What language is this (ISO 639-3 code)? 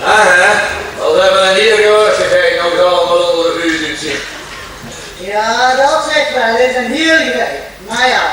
lim